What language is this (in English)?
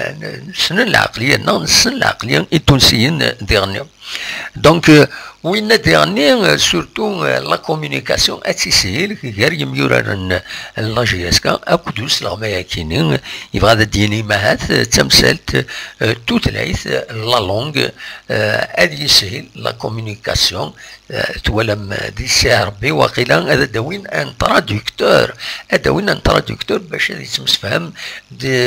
Kabyle